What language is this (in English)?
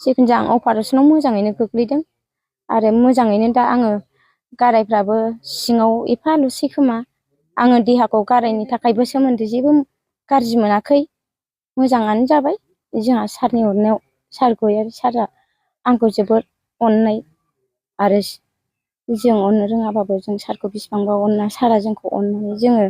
Bodo